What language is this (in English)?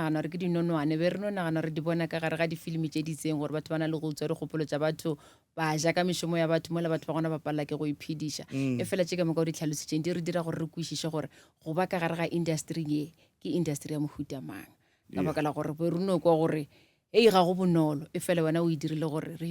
Northern Sotho